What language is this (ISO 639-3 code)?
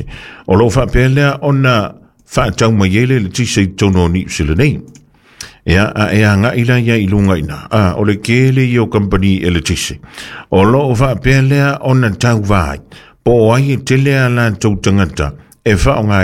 smo